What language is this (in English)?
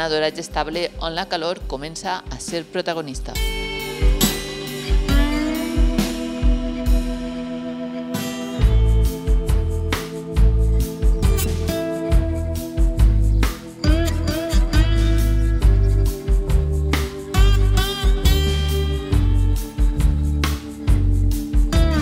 Catalan